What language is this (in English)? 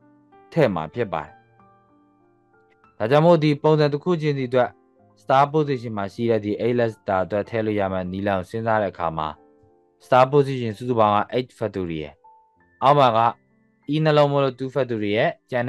Burmese